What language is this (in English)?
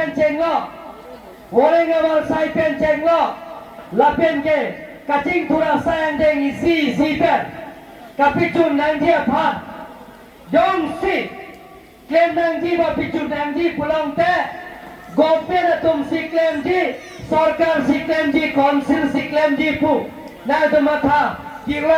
Karbi